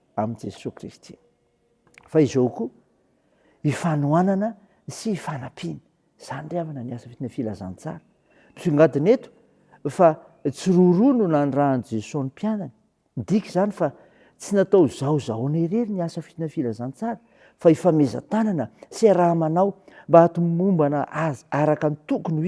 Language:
Malagasy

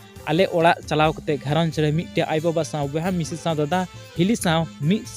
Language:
Santali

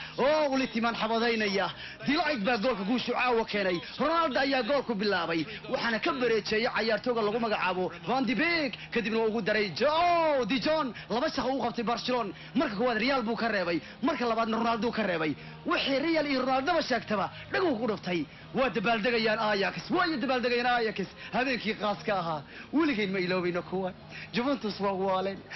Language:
Somali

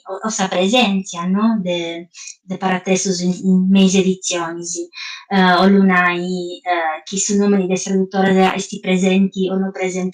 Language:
Sardinian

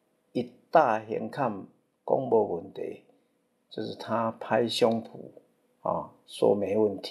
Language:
Min Nan Chinese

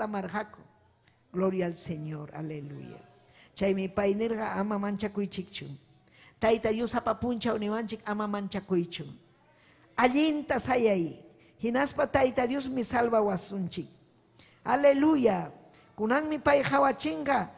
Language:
Ayacucho Quechua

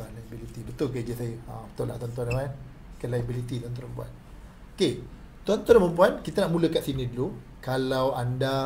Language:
Malay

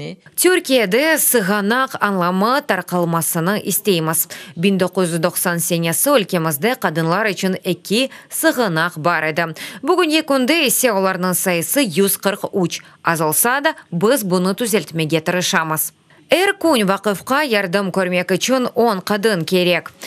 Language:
Crimean Tatar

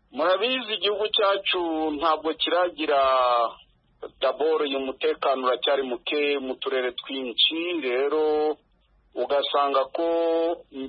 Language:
Kinyarwanda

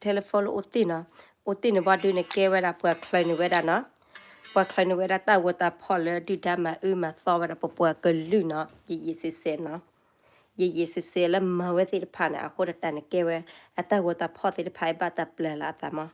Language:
S'gaw Karen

